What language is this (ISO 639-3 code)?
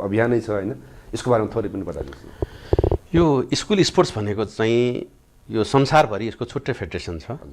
nep